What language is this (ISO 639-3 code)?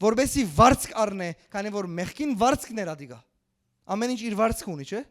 hyw